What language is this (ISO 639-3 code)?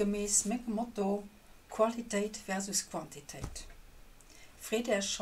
ltz